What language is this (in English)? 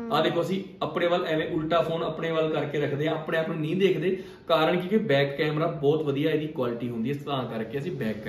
Punjabi